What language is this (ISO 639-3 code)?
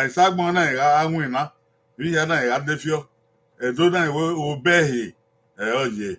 bin